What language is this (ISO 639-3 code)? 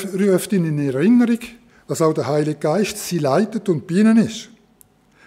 gsw